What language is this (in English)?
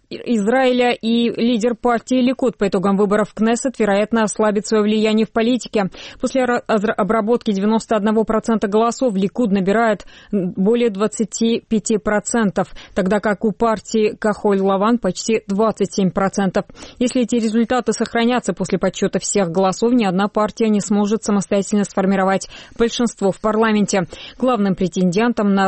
Russian